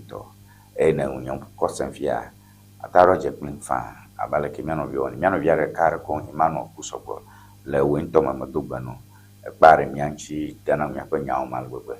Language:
Ewe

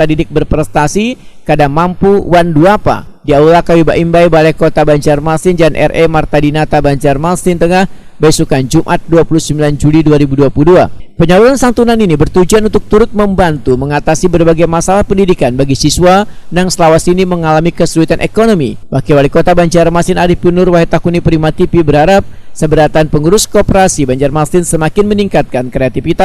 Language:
Banjar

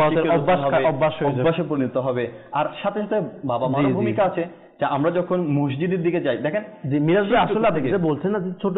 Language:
Bangla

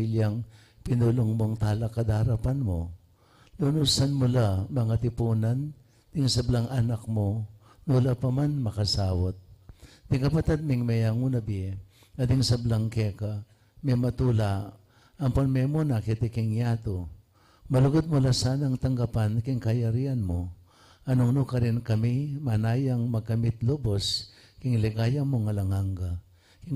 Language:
Pampanga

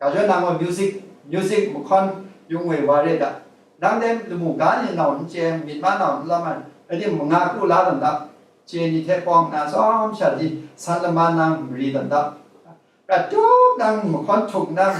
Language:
Kachin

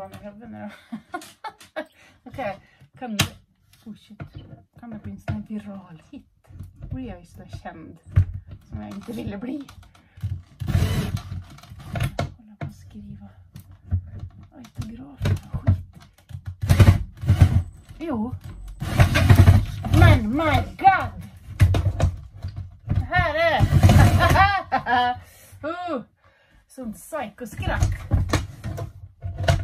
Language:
Swedish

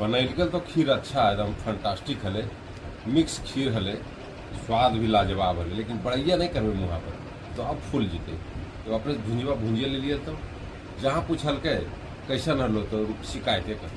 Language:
Magahi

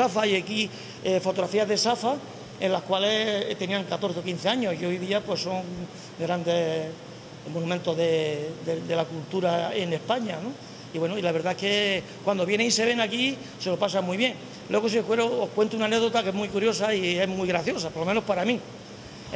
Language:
Spanish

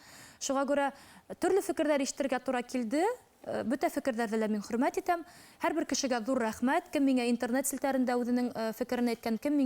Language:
Bashkir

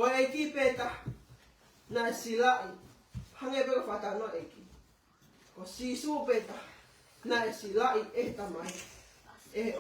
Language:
Tongan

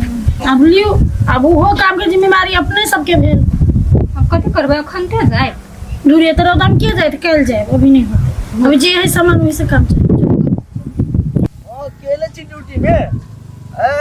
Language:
Maithili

